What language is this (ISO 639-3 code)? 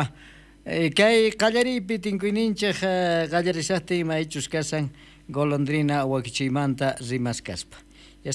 quh